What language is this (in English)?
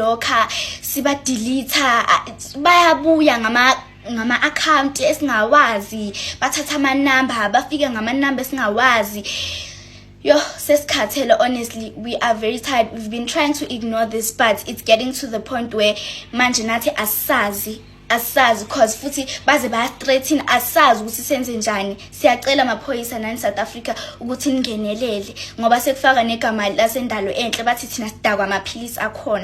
Zulu